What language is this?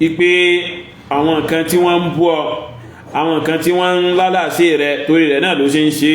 Yoruba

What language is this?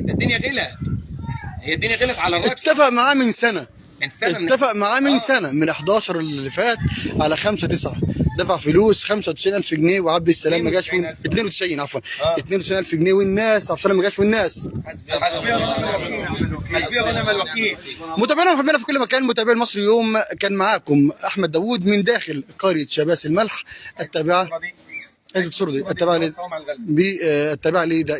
Egyptian Arabic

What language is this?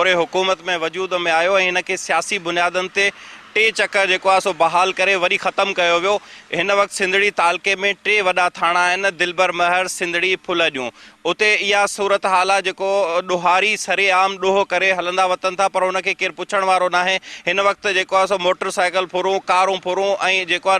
Sindhi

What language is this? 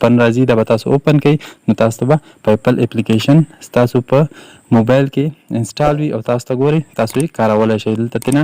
Pashto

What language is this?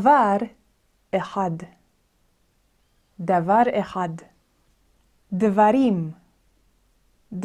Hebrew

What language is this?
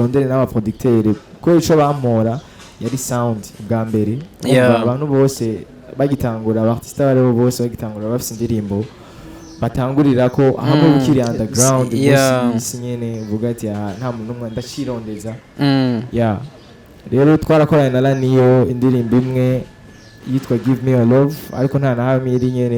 Rundi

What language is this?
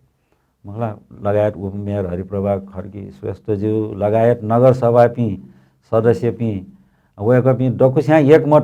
Newari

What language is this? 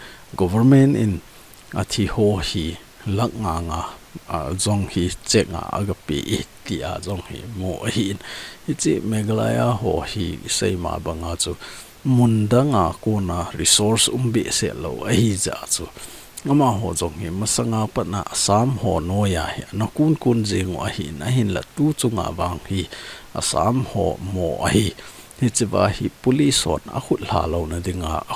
Thado Chin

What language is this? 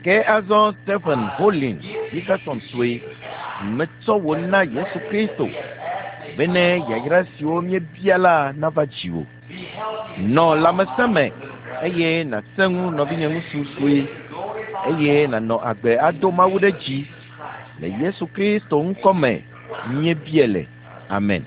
Ewe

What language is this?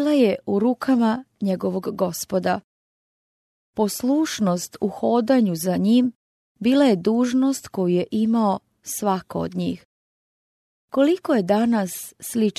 Croatian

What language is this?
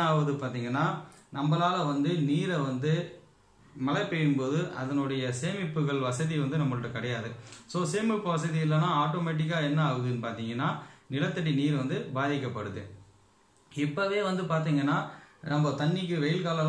Tamil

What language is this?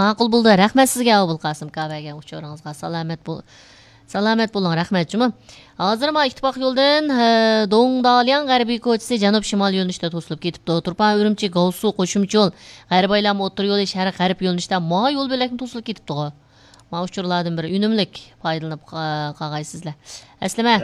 Uyghur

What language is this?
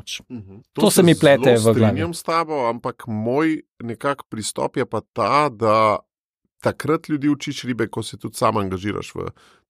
Slovenian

